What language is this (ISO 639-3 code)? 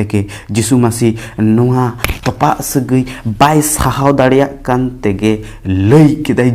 sat